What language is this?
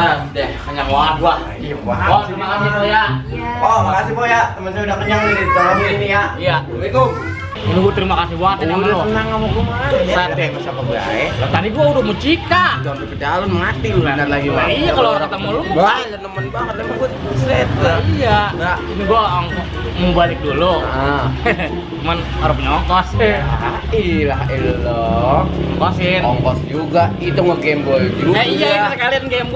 Betawi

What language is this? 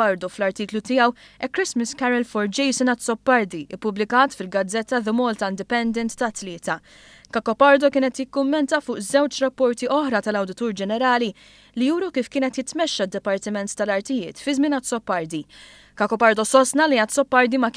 Maltese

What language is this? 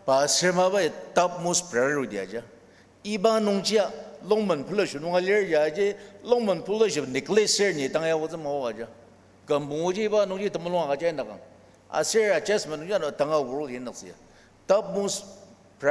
Ao Naga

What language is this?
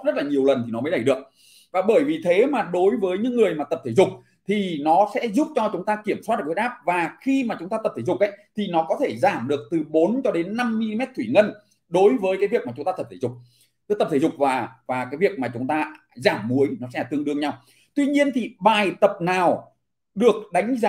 Vietnamese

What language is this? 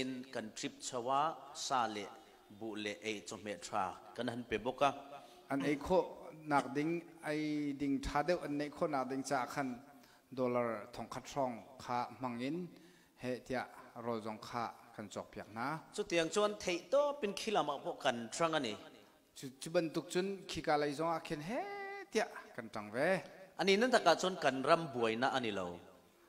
Falam Chin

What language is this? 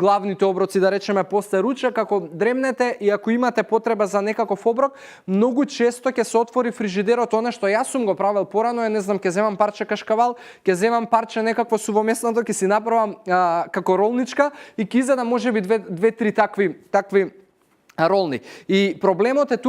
Macedonian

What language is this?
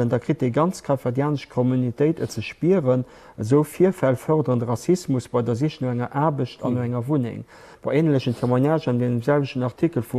Luxembourgish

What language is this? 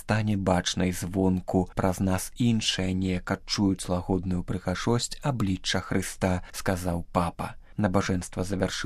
Belarusian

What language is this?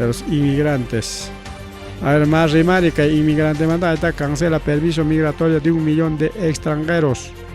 Ayacucho Quechua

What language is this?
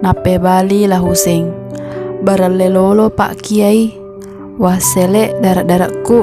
Buginese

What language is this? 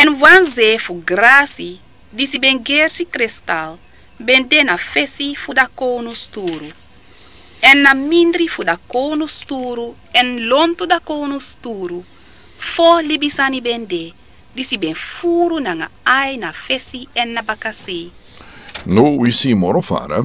Sranan Tongo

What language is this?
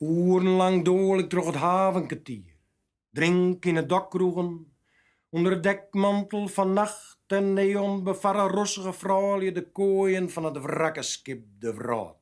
Western Frisian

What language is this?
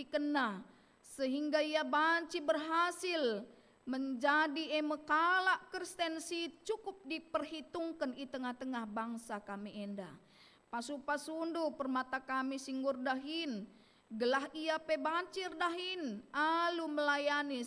Batak Karo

